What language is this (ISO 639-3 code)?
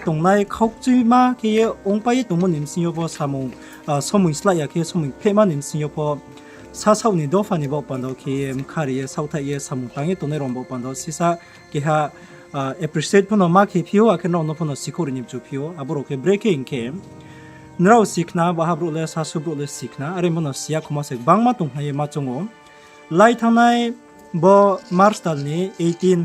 ria